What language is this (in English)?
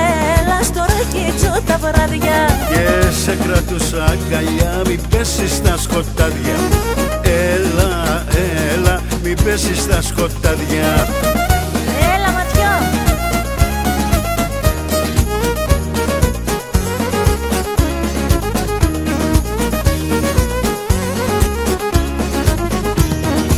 Greek